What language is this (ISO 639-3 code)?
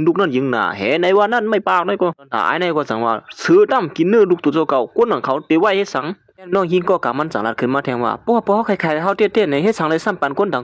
shn